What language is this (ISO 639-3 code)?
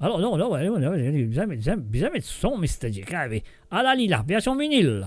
mfe